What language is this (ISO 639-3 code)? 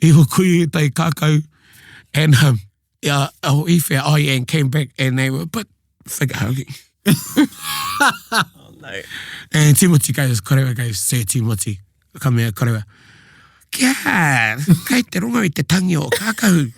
mri